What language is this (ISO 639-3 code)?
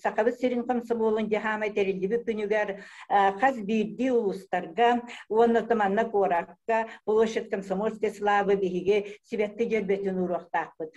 sah